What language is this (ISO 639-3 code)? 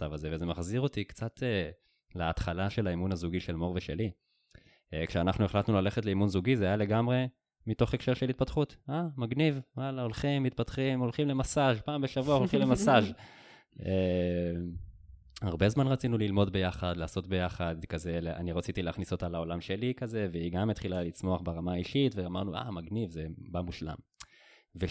heb